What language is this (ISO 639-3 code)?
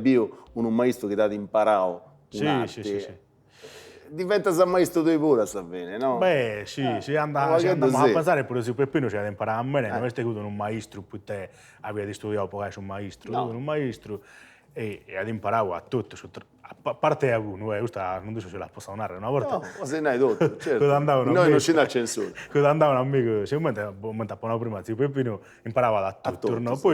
srd